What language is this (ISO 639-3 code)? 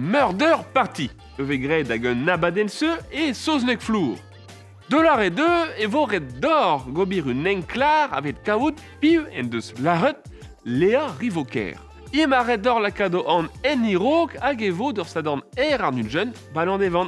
bre